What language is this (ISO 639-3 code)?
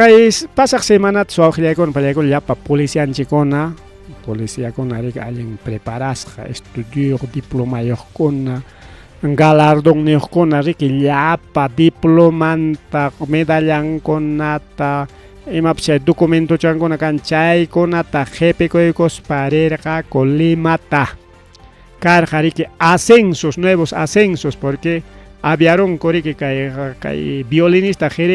quy